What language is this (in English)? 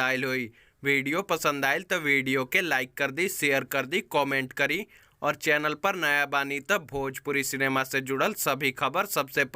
Bhojpuri